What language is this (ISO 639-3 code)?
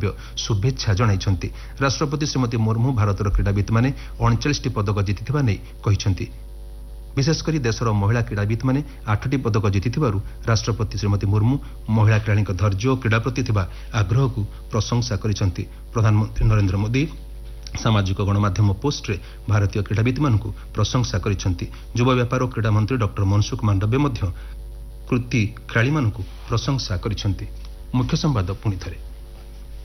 ori